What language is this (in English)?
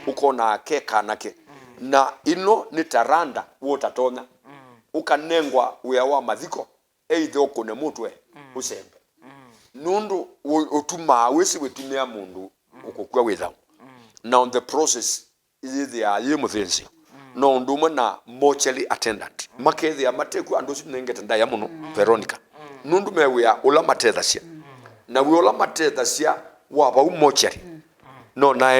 Kamba